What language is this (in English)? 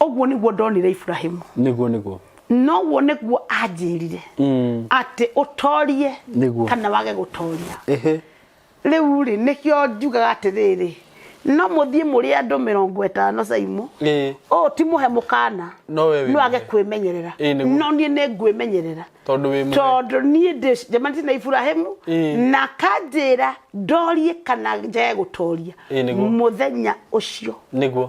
Kikuyu